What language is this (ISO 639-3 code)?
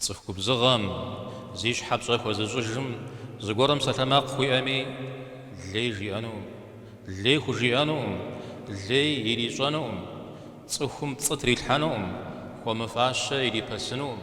kbd